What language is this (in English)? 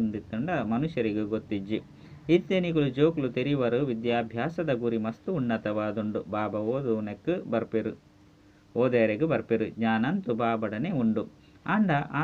Tulu